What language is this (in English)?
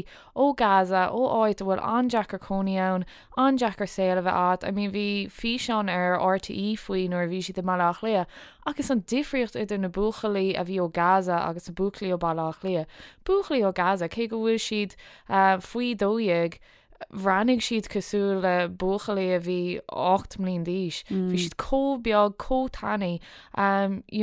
Irish